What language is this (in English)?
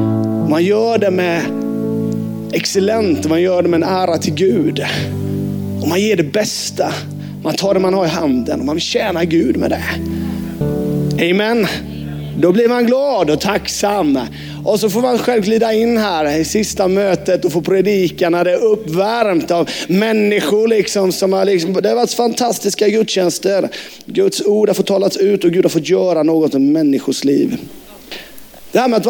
Swedish